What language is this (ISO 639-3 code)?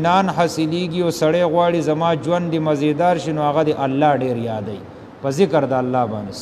pus